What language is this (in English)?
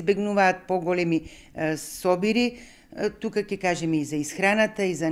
Macedonian